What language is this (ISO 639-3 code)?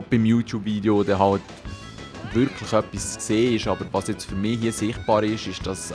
gsw